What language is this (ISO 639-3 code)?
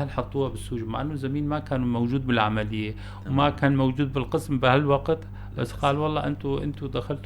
apc